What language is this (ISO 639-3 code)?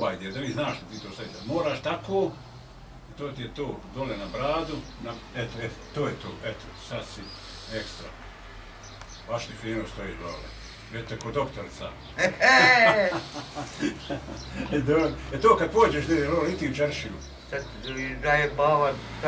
bos